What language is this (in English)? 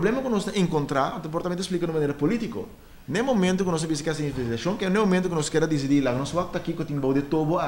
Papiamento